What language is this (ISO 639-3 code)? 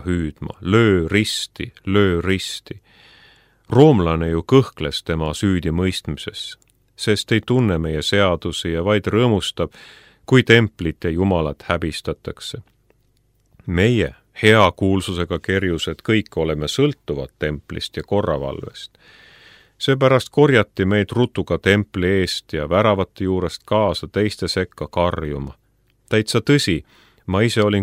est